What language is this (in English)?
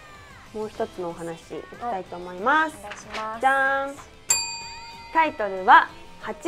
Japanese